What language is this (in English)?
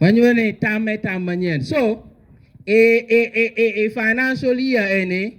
Acoli